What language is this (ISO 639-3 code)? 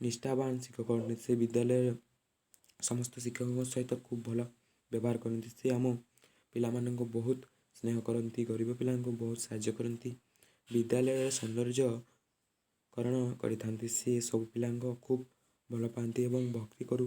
ori